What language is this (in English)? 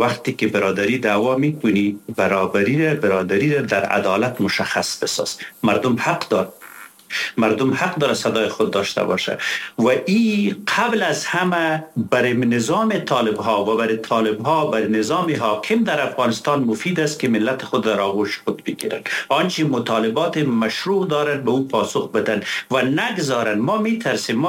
Persian